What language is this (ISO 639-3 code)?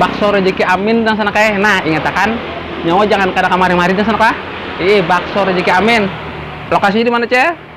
bjn